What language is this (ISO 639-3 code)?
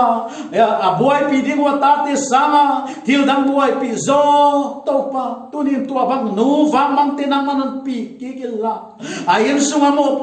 pck